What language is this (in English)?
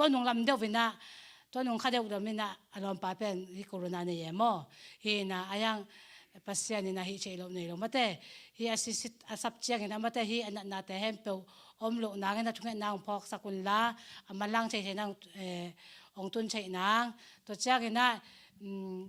Tedim Chin